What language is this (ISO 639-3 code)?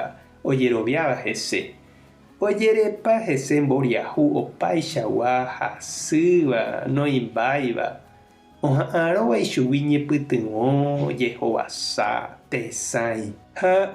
grn